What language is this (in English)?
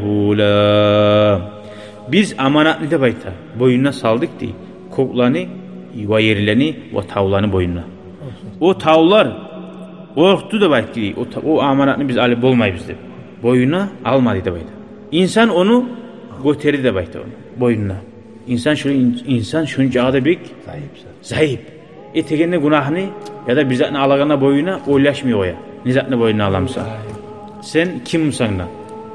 Kumyk